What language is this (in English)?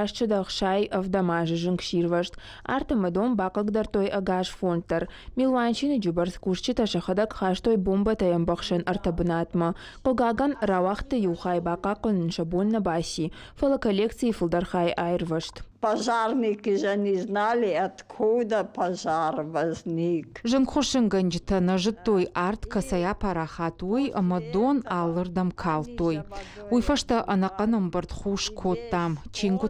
Ossetic